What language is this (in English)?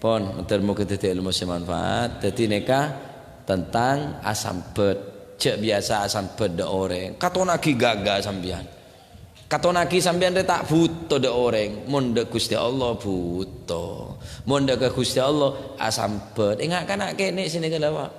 Madurese